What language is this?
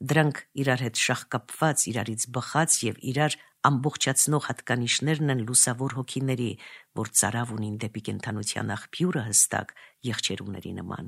Armenian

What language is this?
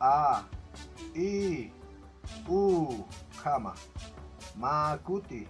Aymara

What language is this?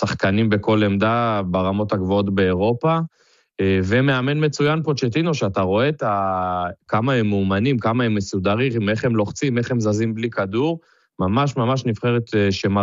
Hebrew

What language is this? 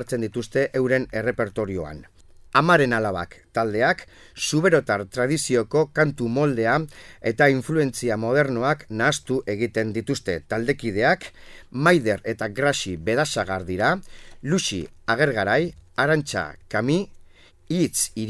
Basque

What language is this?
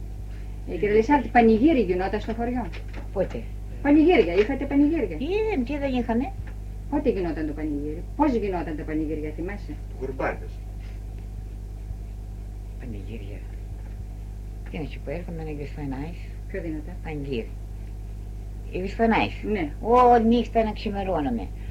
Greek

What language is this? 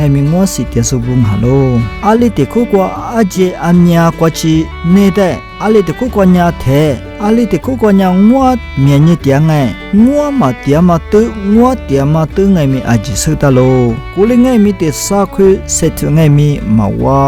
Lisu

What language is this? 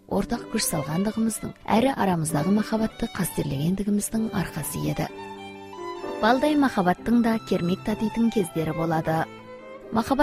Kazakh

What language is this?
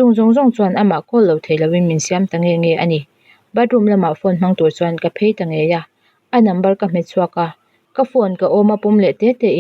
Mizo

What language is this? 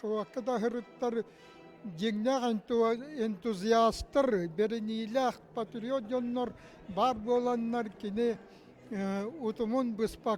Yakut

